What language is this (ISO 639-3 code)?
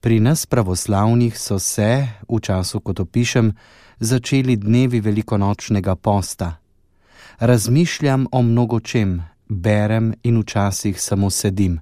slv